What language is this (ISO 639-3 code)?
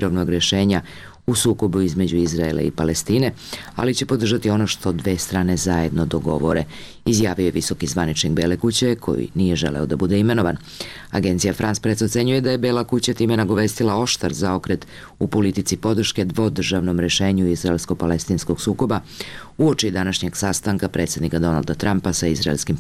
srp